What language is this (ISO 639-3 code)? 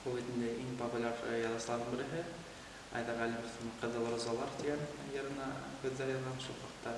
bak